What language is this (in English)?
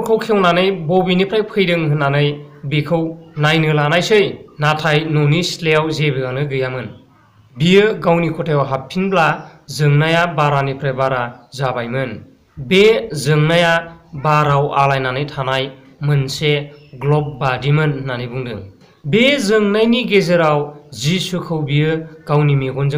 Bodo